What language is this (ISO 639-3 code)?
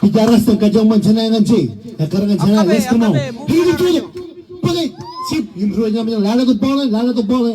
mah